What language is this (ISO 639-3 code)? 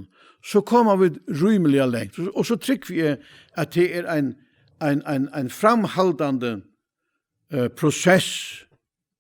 fao